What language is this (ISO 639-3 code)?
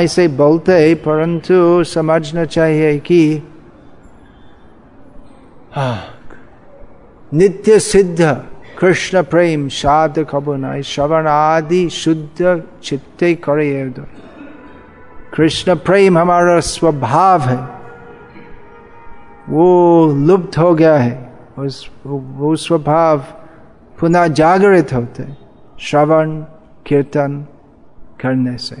hin